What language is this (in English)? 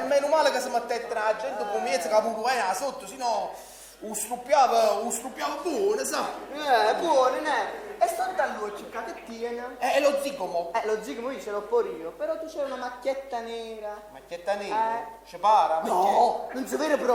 Neapolitan